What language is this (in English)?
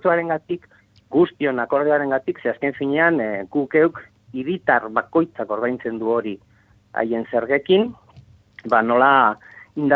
Basque